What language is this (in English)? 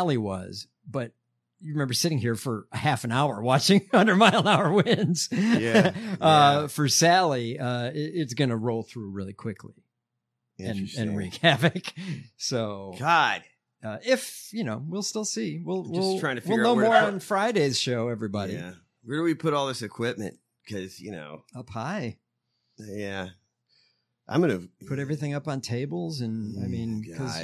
English